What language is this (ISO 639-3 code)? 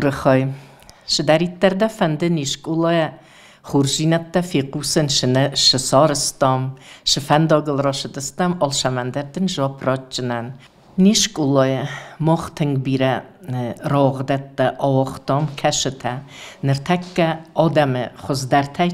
oss